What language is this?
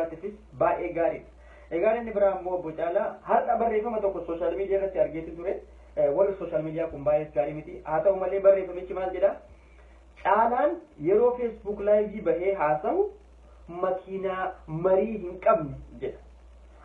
Oromo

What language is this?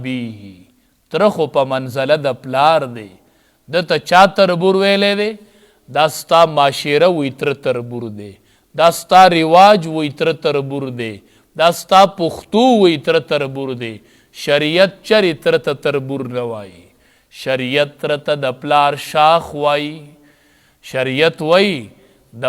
Pashto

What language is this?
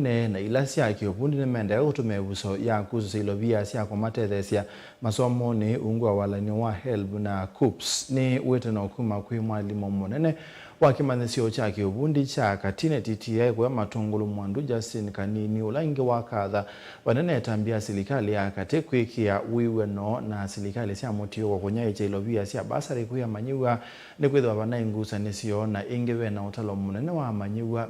Kamba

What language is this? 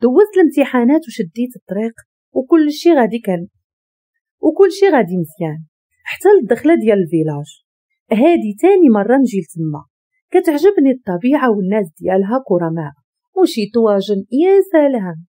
Moroccan Arabic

